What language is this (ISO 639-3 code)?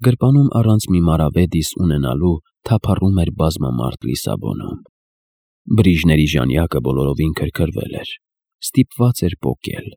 hye